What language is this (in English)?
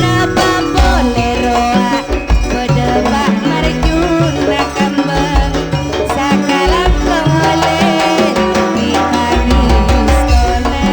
Madurese